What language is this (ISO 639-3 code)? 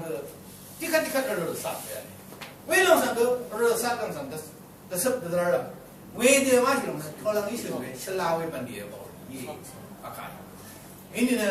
raw